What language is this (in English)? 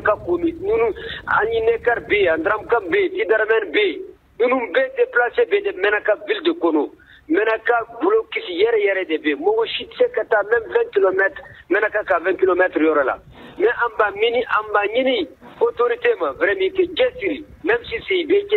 Bambara